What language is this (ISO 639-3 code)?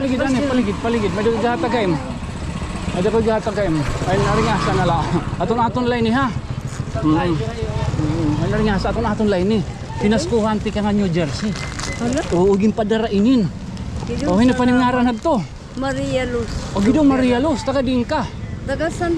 war